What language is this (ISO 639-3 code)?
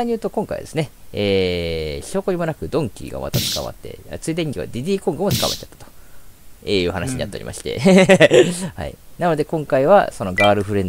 jpn